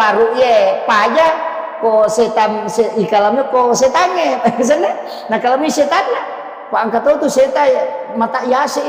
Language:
Buginese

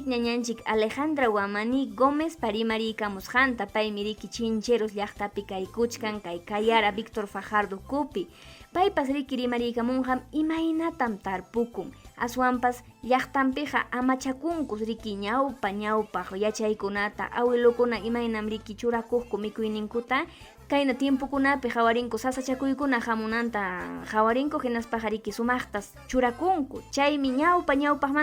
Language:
Ayacucho Quechua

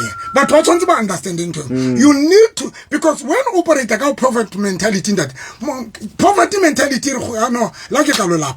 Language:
Southern Sotho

